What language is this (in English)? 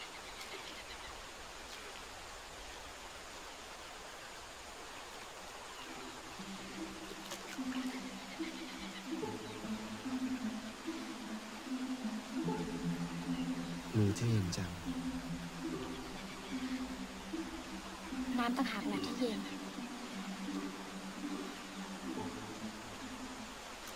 Thai